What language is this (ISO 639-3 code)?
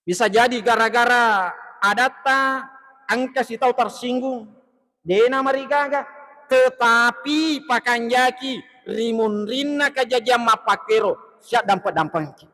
bug